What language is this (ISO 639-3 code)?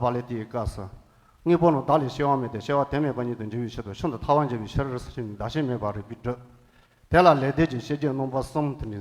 bod